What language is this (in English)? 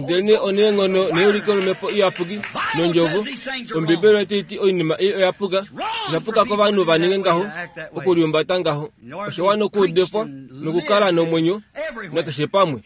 Kuanyama